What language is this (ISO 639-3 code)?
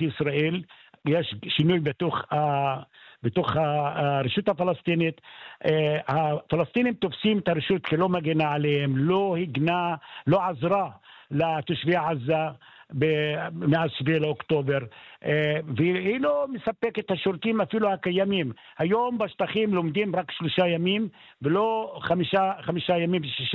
heb